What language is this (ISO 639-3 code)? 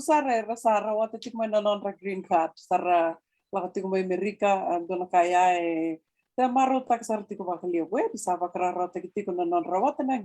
fij